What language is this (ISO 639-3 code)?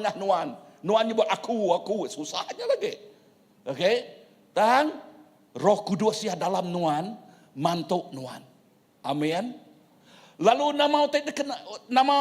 iba